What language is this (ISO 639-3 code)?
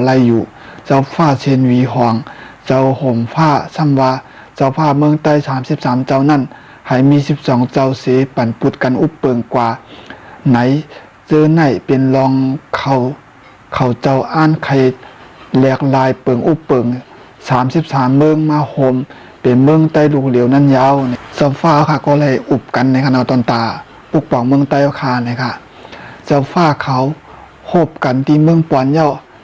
shn